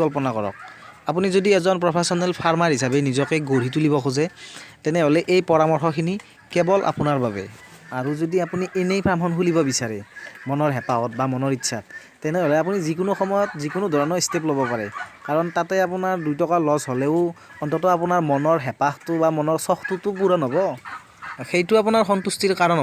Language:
Assamese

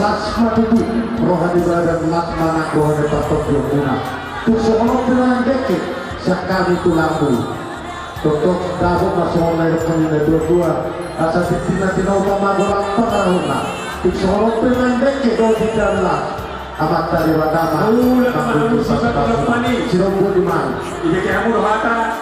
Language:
Batak Toba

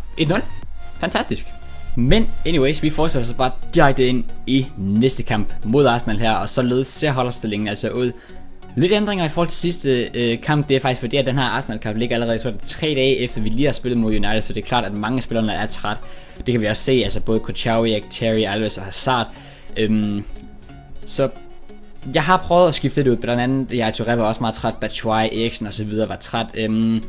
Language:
Danish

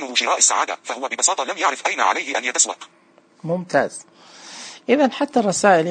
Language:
Najdi Arabic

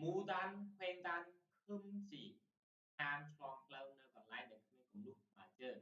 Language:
Khmer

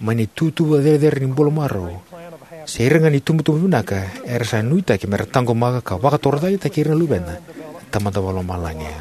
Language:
Fijian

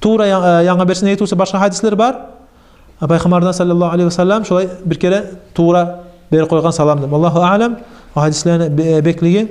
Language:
Kumyk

